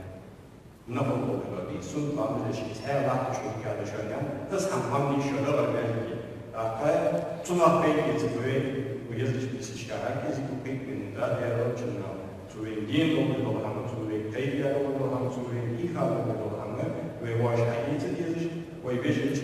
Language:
Ingush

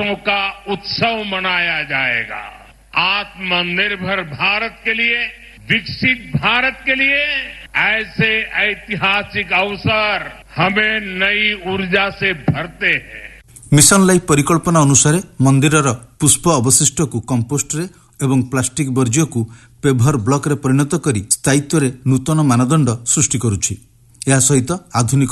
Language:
Odia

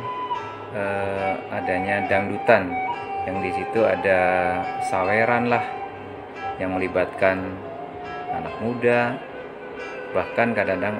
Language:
Indonesian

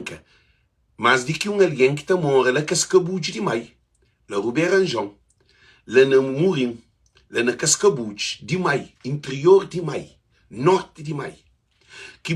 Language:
Kabuverdianu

